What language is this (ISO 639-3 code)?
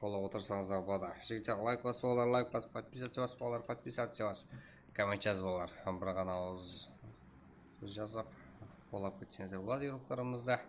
kaa